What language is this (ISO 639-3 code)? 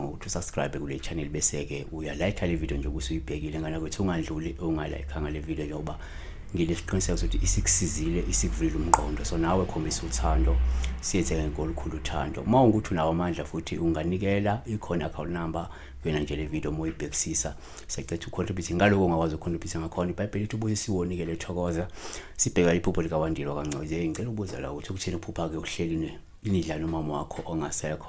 zul